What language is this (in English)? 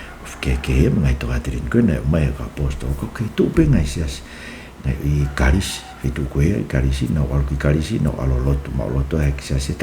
Tongan